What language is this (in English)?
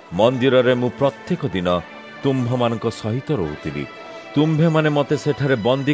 Odia